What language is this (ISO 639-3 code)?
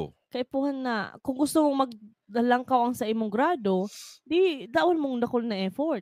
bik